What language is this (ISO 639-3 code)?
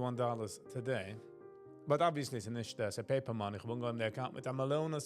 yid